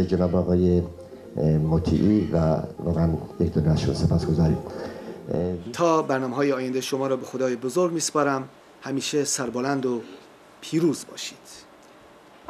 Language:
Persian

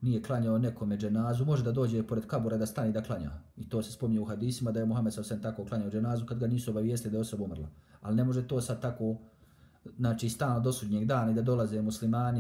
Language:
Bosnian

